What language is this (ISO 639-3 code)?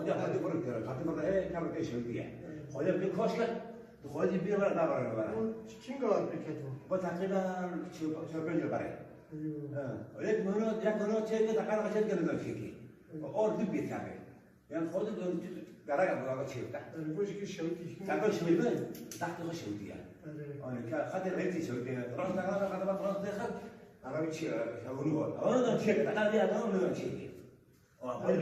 kur